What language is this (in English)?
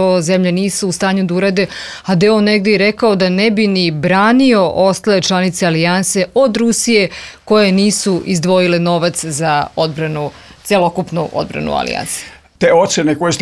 Serbian